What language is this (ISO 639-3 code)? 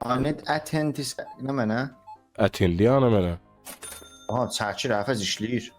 azb